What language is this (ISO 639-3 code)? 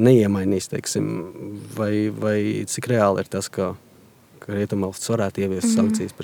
lav